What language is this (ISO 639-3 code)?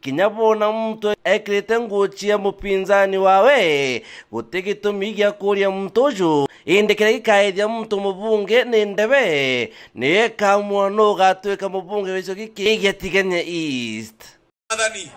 mer